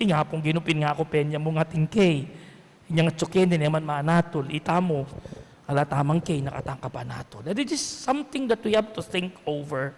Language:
Pampanga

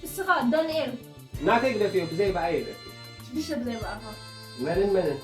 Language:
Tigrinya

